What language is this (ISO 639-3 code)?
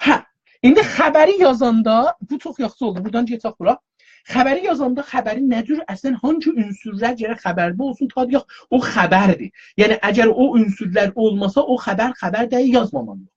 azb